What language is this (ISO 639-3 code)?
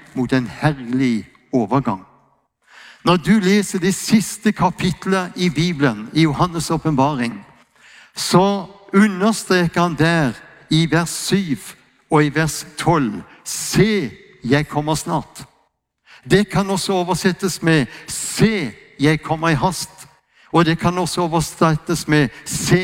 nor